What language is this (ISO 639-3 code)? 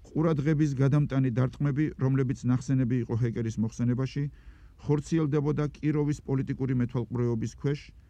kat